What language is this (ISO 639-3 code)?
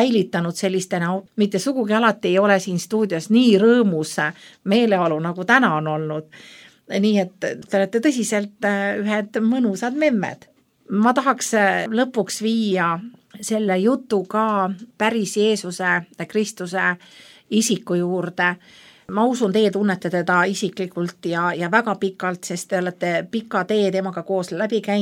est